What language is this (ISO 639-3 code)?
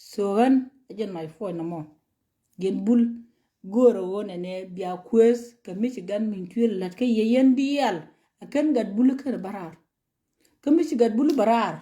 nus